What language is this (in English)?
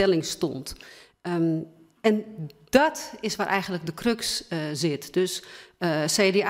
Dutch